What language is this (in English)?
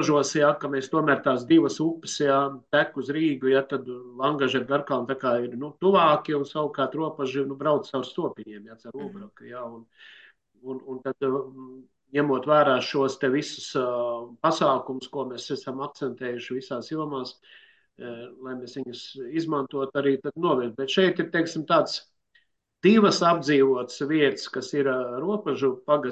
Latvian